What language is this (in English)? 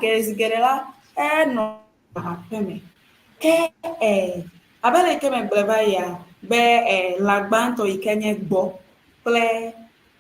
Ewe